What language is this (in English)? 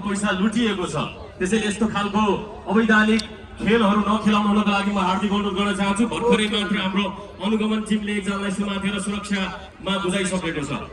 Nepali